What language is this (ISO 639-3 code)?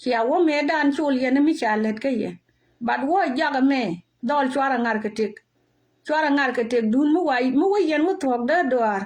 nus